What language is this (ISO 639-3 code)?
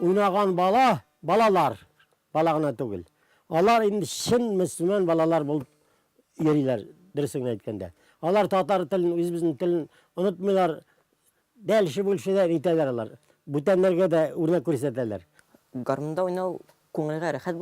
tat